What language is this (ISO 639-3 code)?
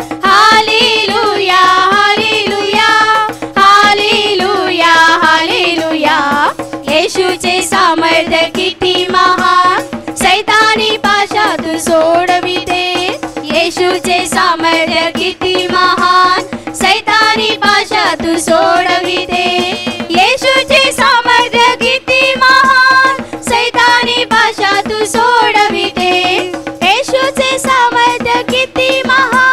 mar